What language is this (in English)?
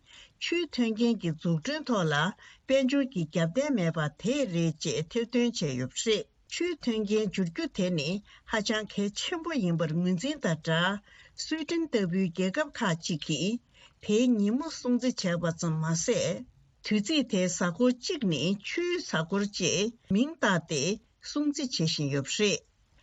Tibetan